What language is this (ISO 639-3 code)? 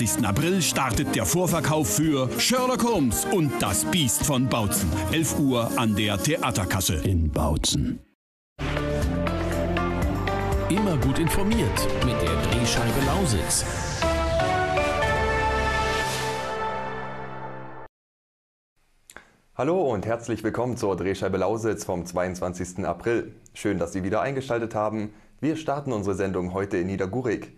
deu